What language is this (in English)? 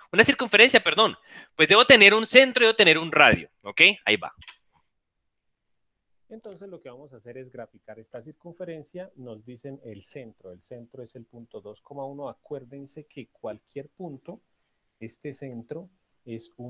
Spanish